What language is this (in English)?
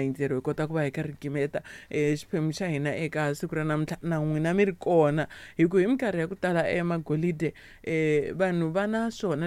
Tsonga